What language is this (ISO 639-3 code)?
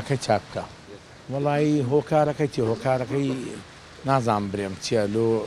ckb